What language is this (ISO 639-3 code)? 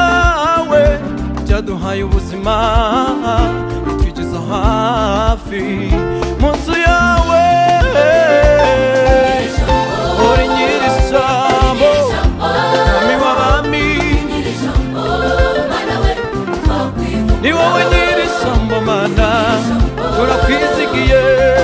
kin